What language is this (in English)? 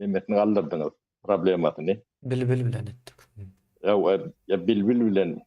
Turkmen